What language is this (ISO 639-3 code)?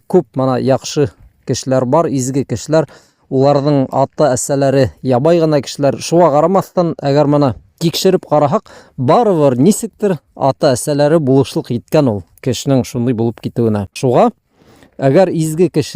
bak